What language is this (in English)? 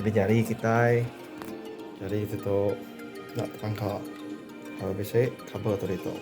Iban